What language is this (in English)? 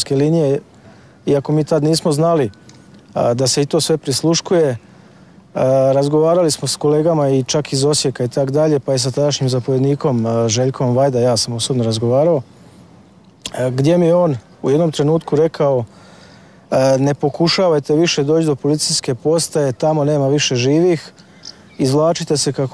Croatian